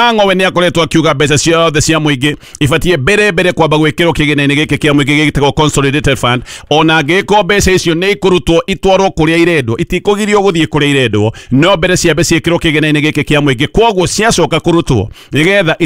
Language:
Kikuyu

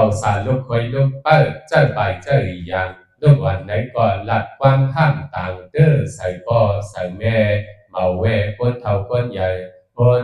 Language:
Shan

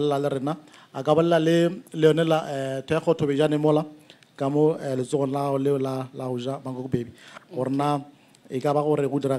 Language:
Northern Sotho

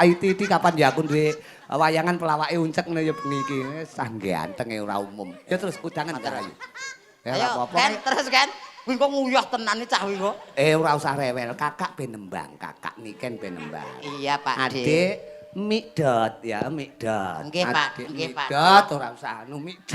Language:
Javanese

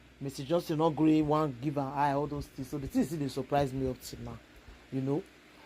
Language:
Nigerian Pidgin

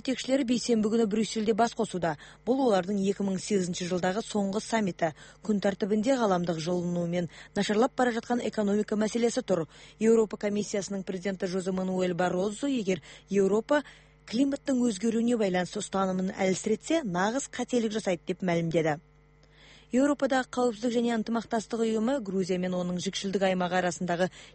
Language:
Kyrgyz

